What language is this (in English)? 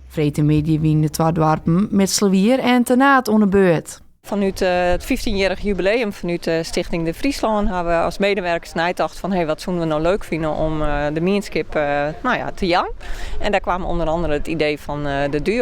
Western Frisian